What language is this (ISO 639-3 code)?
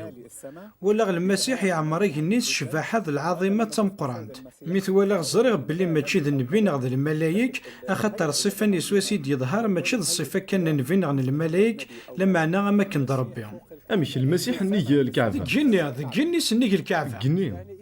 kab